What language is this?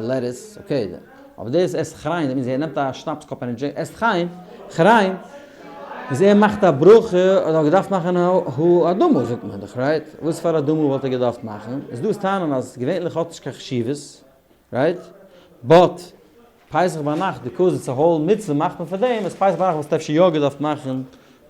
Yiddish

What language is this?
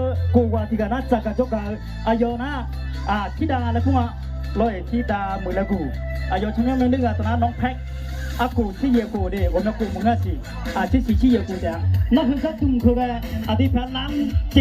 Akha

